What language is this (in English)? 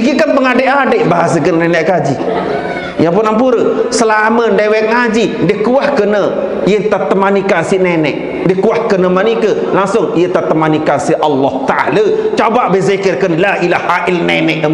Sasak